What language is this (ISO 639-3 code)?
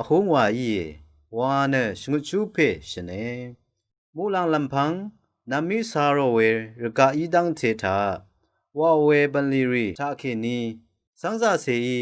raw